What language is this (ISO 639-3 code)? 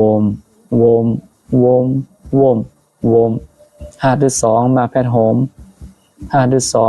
shn